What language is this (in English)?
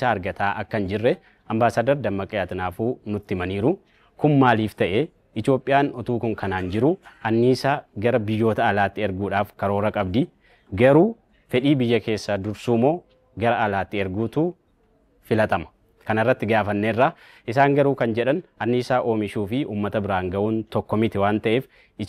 Oromo